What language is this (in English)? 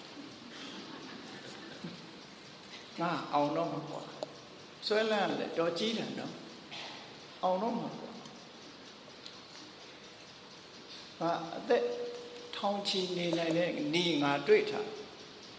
Burmese